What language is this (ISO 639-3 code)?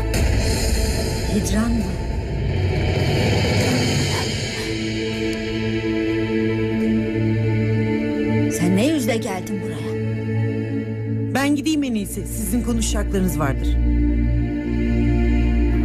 tur